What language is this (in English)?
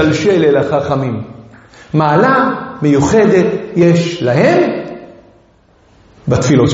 Hebrew